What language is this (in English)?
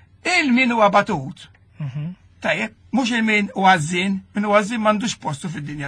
Maltese